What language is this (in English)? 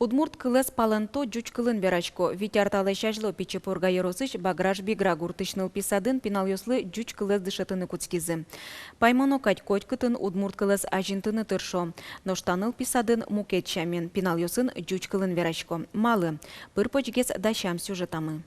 Udmurt